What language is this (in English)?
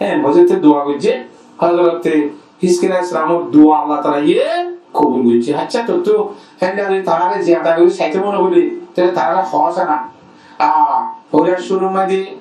Rohingya